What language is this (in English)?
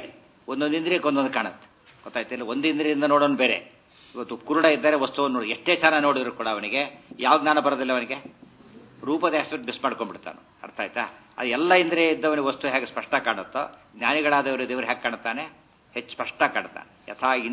Kannada